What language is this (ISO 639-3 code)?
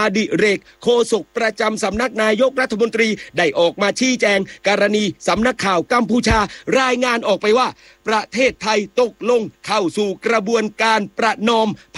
tha